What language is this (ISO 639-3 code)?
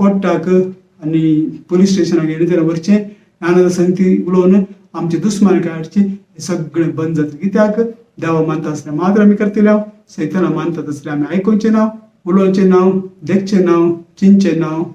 kok